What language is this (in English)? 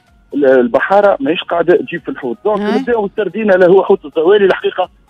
Tunisian Arabic